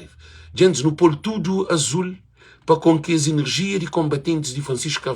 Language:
Kabuverdianu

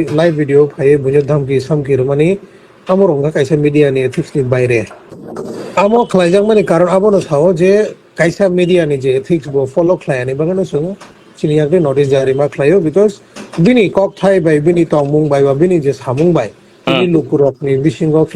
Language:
Kok Borok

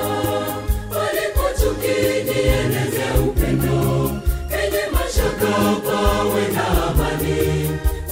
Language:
Swahili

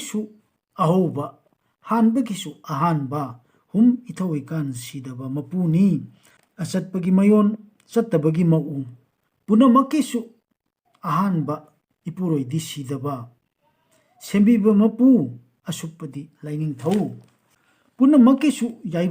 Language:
Manipuri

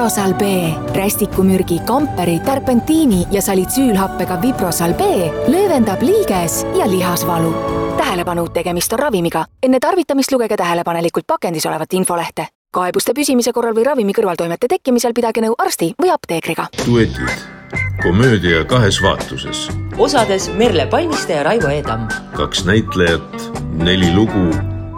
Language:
Estonian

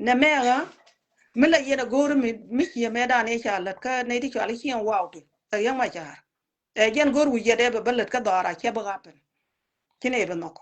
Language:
Nuer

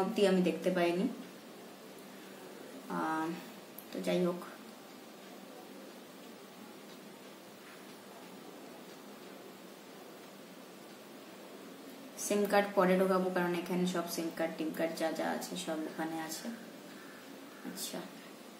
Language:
Bangla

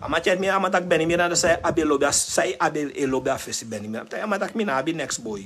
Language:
Sranan Tongo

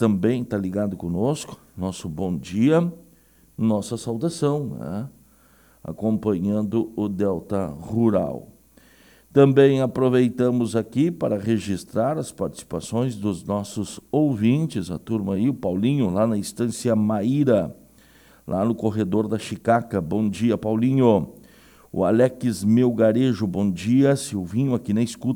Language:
Portuguese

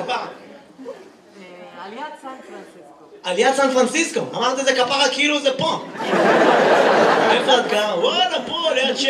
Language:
Hebrew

